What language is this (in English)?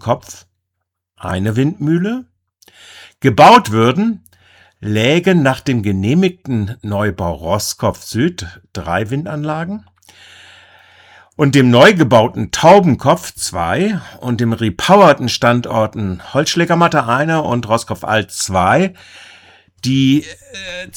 German